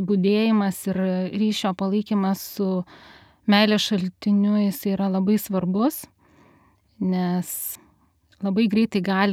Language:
Lithuanian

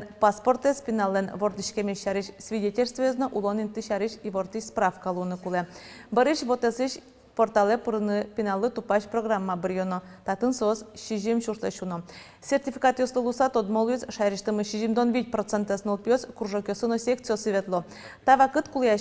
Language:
Udmurt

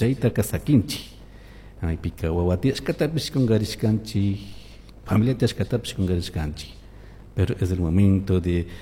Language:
Chimborazo Highland Quichua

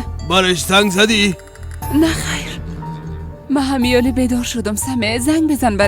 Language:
Persian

